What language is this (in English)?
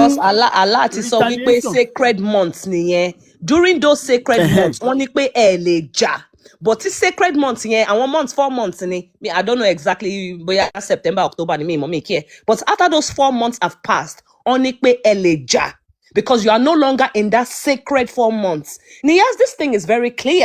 Yoruba